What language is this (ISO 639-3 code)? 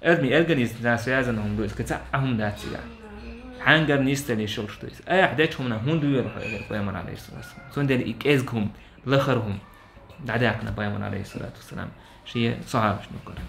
che